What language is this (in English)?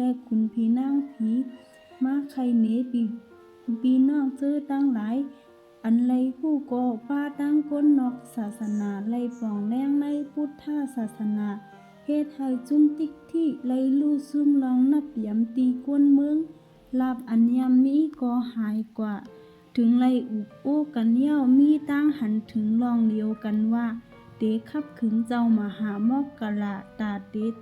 Shan